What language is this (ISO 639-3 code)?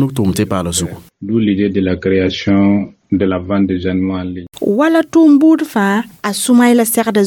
mos